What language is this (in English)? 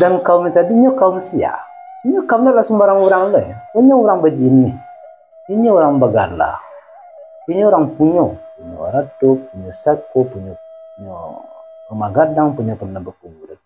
Minangkabau